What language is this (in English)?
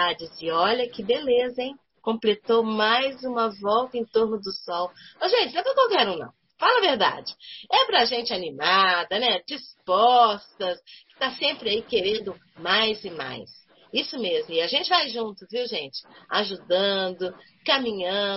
Portuguese